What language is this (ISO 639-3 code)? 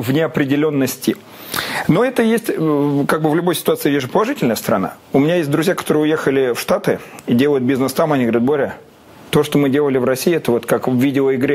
rus